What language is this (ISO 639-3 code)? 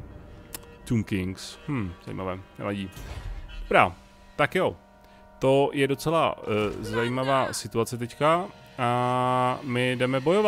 ces